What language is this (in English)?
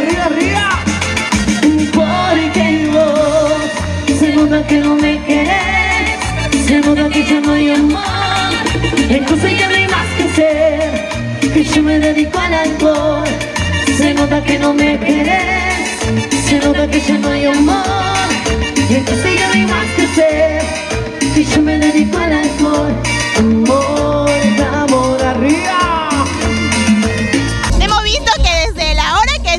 Spanish